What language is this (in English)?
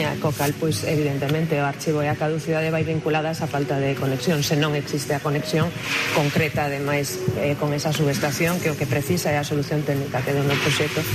Galician